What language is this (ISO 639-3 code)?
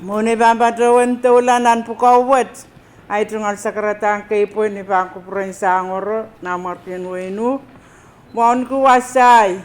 pon